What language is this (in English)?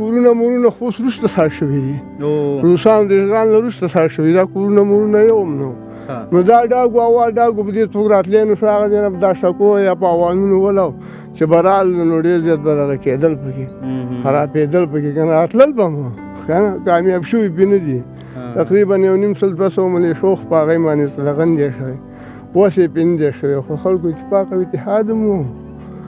Pashto